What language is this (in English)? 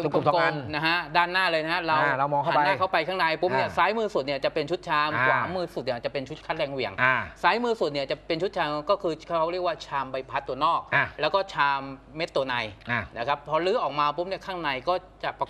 Thai